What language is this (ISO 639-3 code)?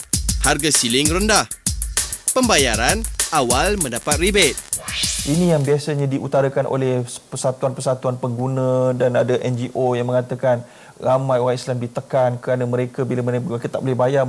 msa